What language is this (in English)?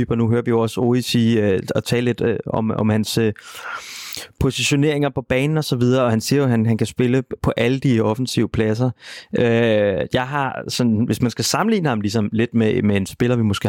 Danish